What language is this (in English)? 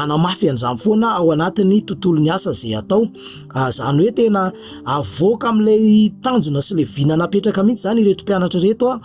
Malagasy